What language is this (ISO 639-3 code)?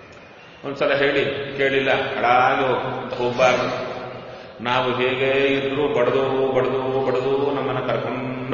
kan